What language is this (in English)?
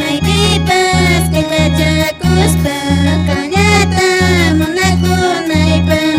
Quechua